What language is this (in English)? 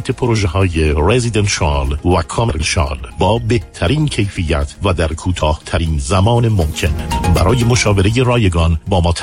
Persian